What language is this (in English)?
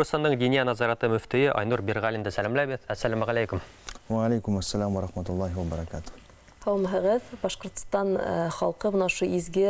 Bashkir